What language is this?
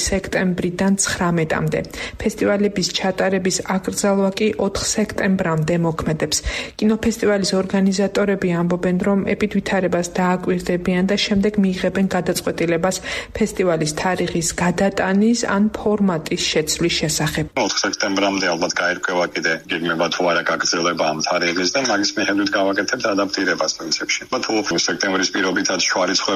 Georgian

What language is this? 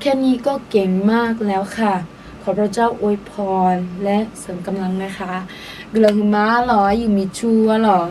Akha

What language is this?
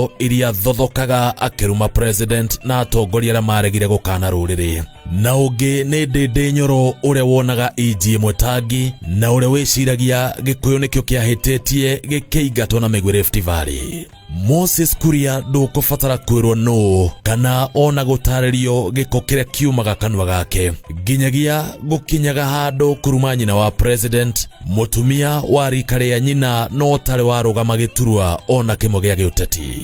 Kikuyu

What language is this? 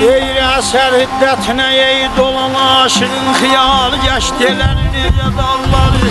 South Azerbaijani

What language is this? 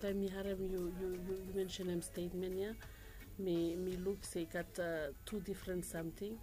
Bislama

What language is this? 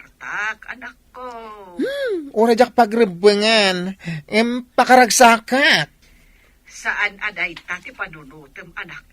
Iloko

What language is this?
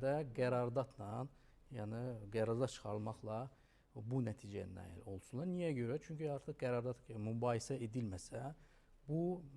Azerbaijani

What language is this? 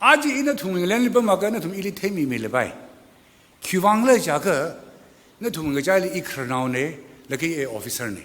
Tangkhul Naga (India)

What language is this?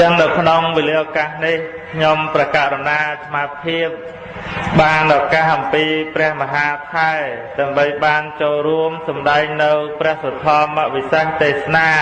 Khmer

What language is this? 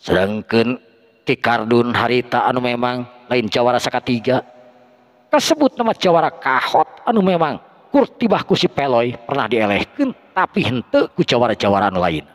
Sundanese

